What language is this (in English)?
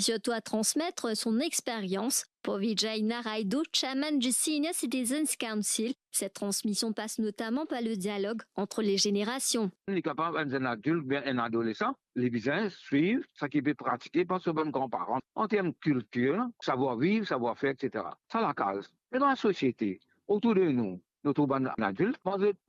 Morisyen